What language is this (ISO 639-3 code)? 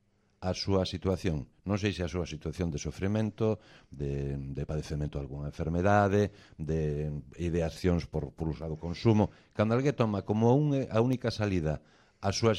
glg